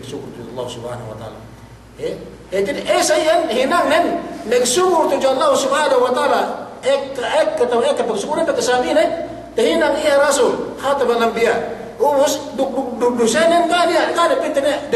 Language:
Yakan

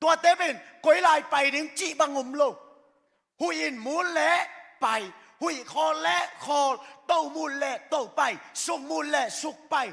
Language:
Tedim Chin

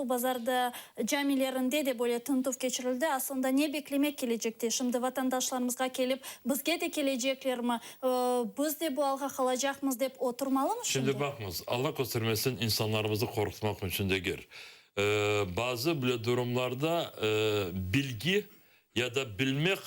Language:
Crimean Tatar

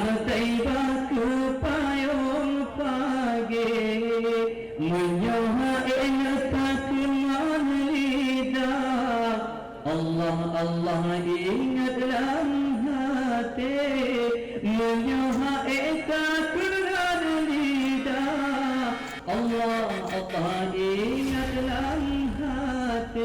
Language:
Achinese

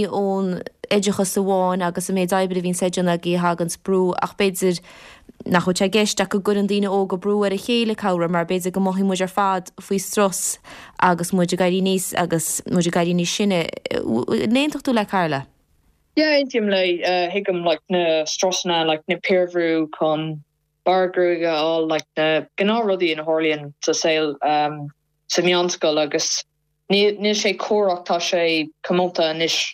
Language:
Irish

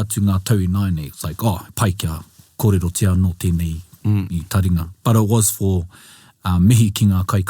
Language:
Māori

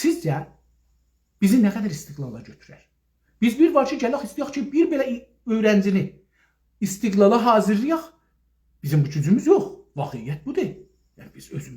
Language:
South Azerbaijani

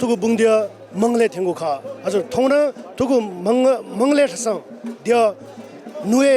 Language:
Newari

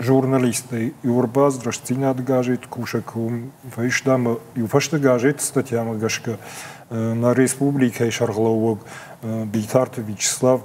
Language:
Ossetic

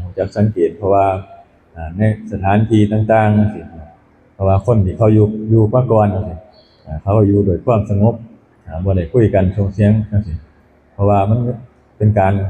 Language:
Northeastern Thai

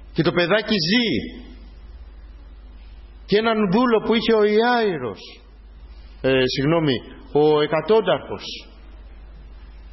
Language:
Greek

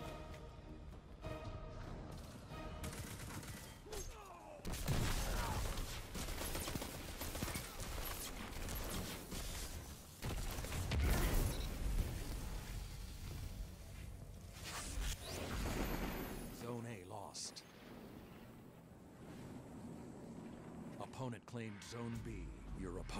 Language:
English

